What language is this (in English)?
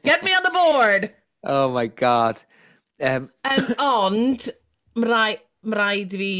Welsh